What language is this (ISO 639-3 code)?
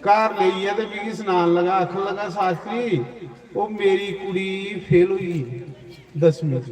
doi